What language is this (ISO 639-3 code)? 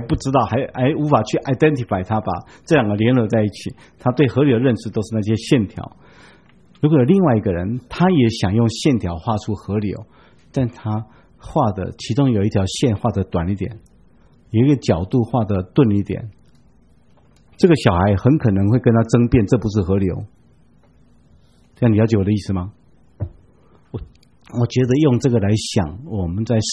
zho